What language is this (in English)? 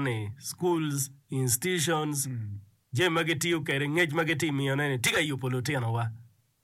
Acoli